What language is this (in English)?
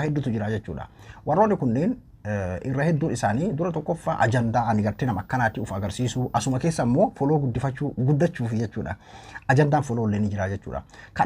Oromo